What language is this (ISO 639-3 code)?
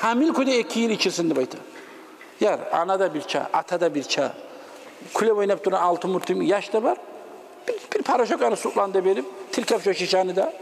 kum